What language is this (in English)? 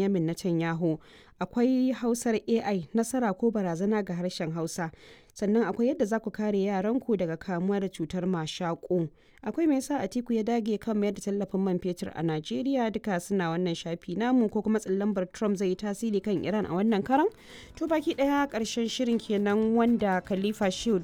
Hausa